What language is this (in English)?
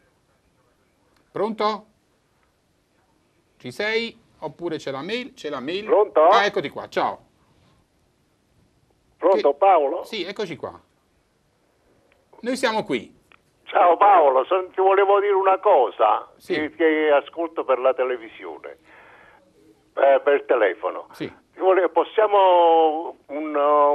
Italian